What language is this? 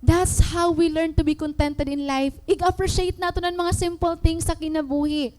Waray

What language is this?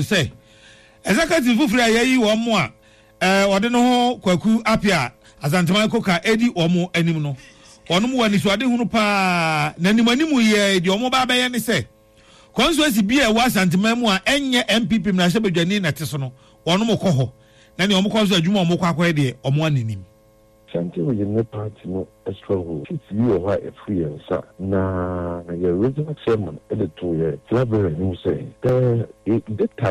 Akan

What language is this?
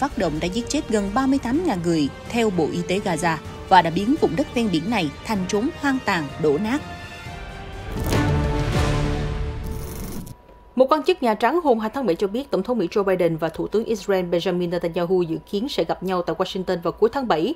Vietnamese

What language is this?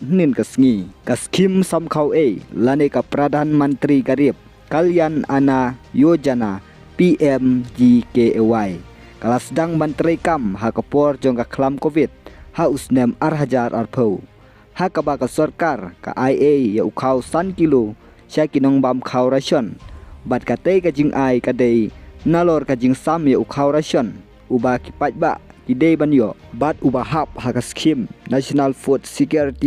Khasi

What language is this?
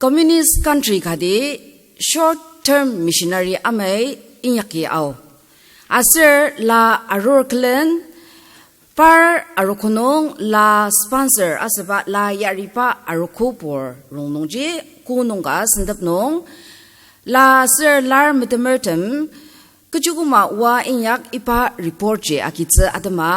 Ao Naga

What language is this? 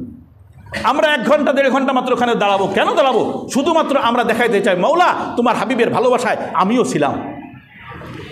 Bangla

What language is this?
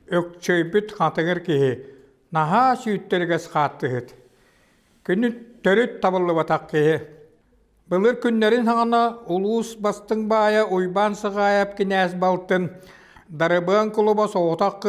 Yakut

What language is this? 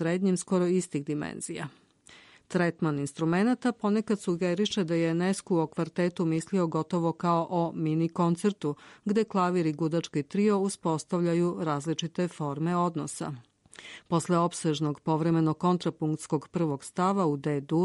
Serbian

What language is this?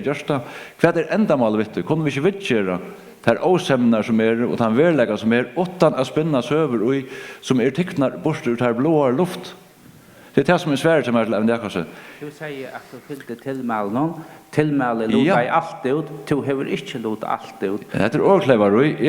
Faroese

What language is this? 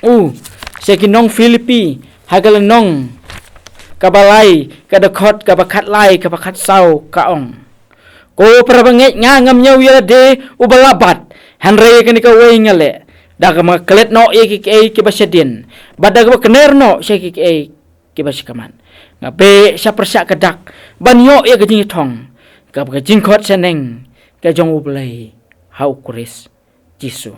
Khasi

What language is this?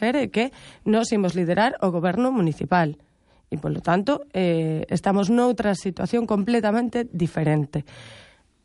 Galician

